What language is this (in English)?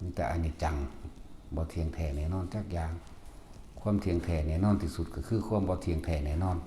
Northeastern Thai